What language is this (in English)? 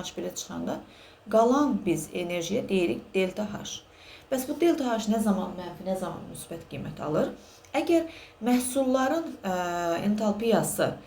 Azerbaijani